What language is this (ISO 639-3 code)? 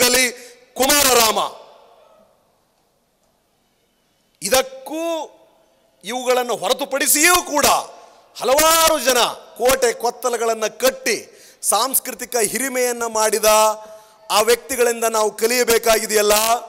kan